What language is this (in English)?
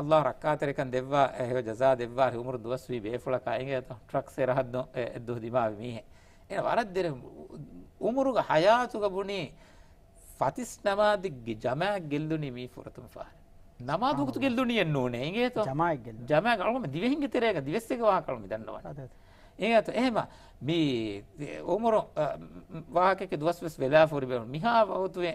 Divehi